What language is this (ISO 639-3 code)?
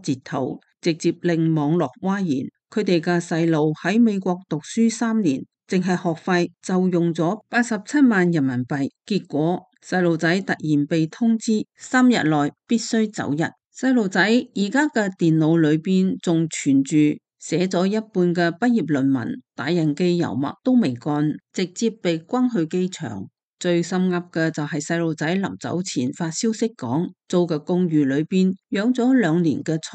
yue